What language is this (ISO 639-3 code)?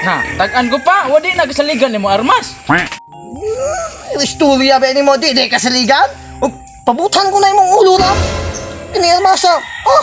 ceb